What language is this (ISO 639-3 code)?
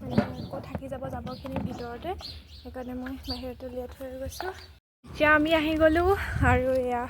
asm